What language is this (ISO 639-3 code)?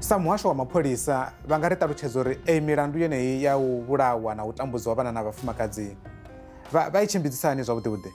ven